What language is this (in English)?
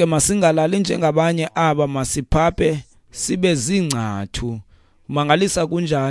Xhosa